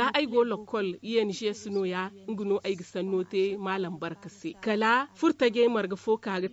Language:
Zarma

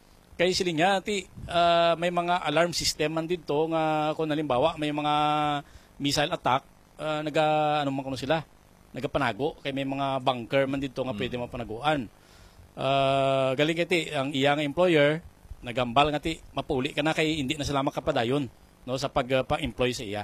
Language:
Hiligaynon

